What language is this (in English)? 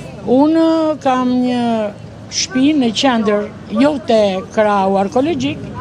Albanian